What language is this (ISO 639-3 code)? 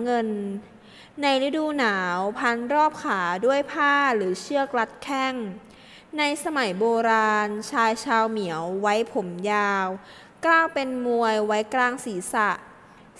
tha